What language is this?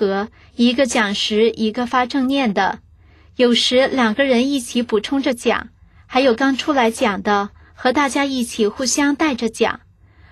Chinese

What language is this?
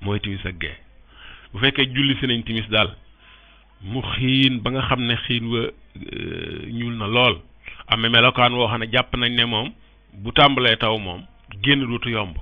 Wolof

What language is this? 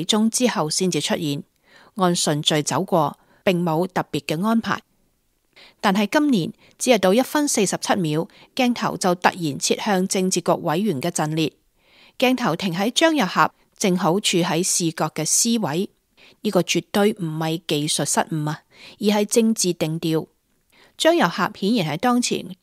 Cantonese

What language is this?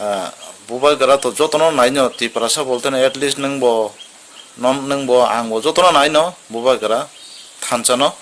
Kok Borok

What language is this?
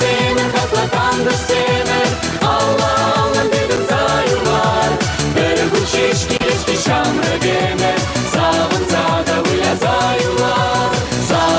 Chuvash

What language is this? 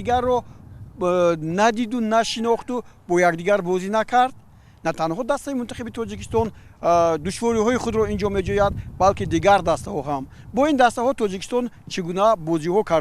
Tajik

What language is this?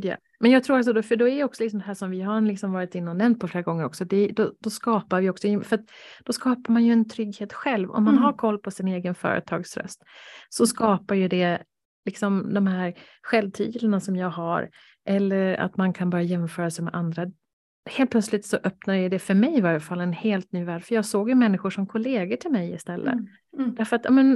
Swedish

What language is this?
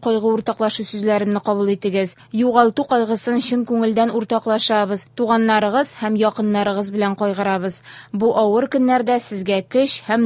Tatar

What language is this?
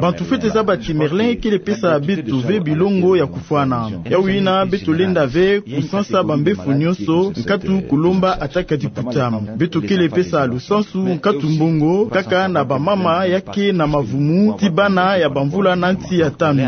Kituba (Democratic Republic of Congo)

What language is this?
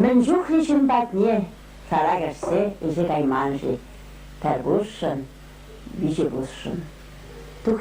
Chuvash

